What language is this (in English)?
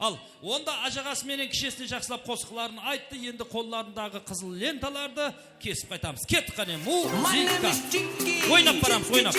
Kara-Kalpak